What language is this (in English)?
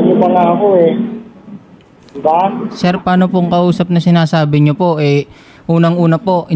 Filipino